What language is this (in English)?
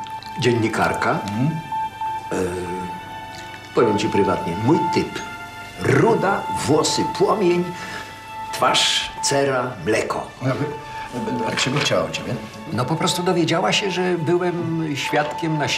Polish